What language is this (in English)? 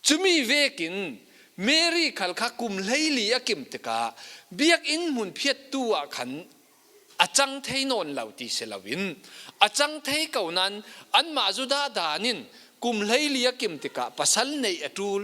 Falam Chin